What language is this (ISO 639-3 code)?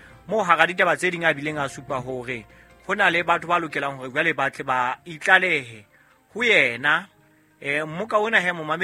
sot